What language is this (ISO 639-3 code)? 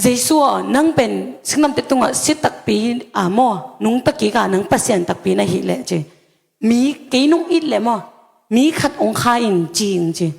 ctd